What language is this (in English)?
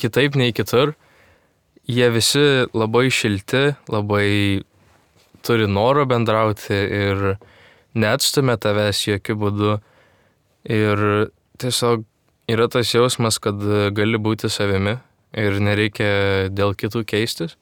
Lithuanian